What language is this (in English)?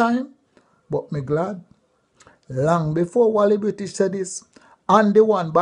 Jamaican Creole English